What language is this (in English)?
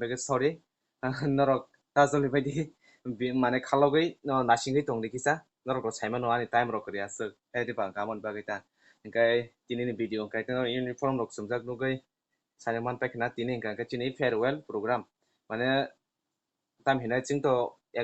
Kok Borok